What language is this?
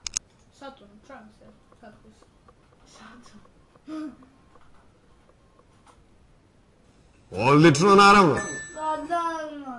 Serbian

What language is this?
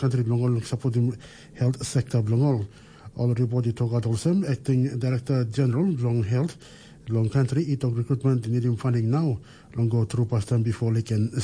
Tok Pisin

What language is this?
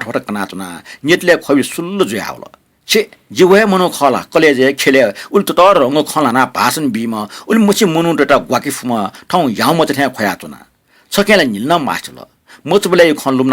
Newari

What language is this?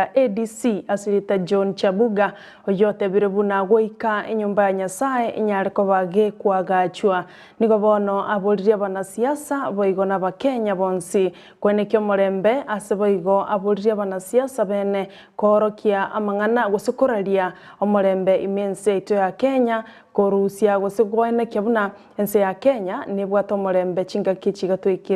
Gusii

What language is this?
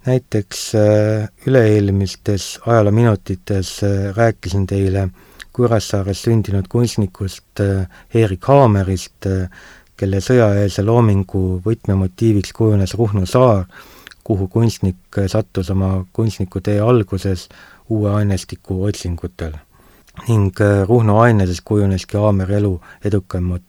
Estonian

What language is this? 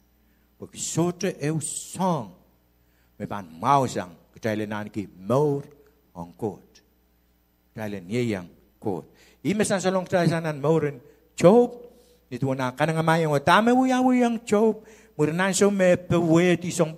Pohnpeian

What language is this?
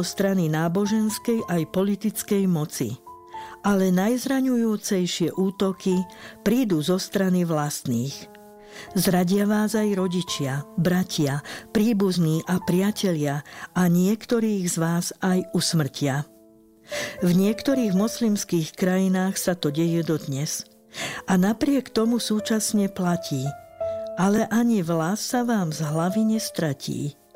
Slovak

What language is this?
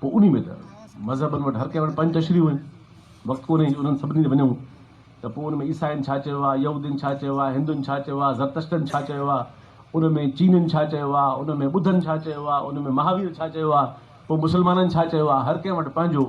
Sindhi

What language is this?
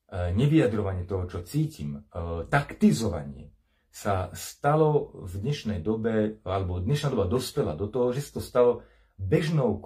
Slovak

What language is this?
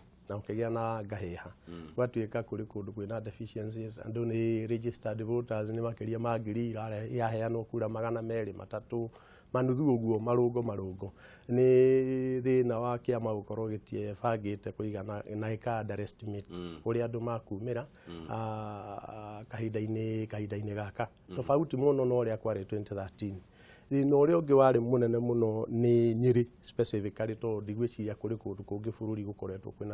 Kikuyu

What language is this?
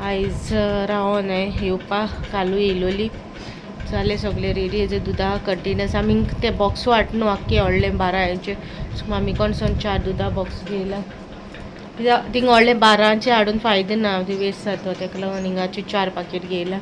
Konkani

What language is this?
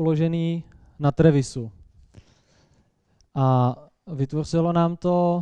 Czech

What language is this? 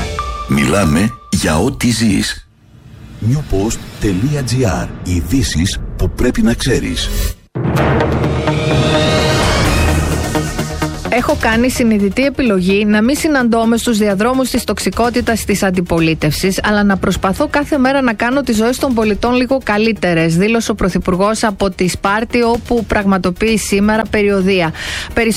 Greek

